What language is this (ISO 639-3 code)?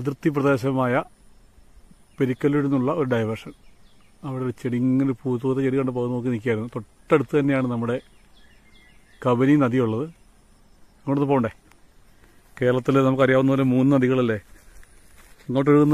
mal